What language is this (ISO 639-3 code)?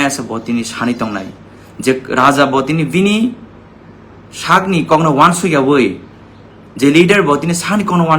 trp